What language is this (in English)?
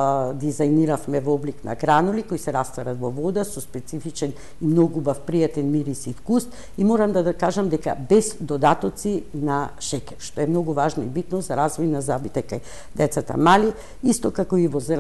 Macedonian